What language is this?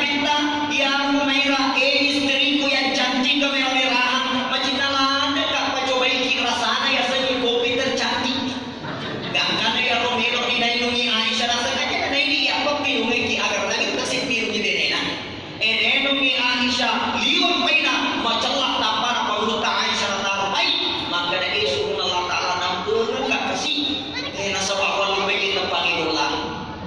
Buginese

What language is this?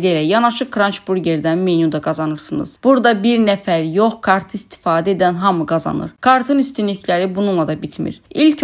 Azerbaijani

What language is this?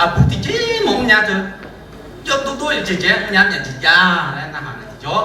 Akha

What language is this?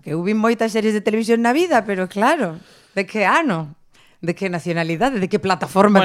Galician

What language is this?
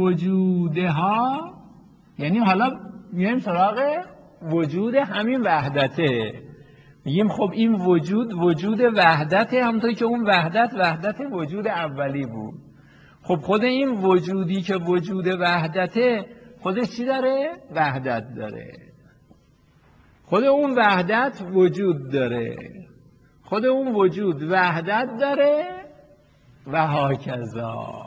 Persian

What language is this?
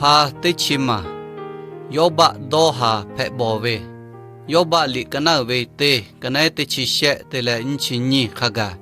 Lahu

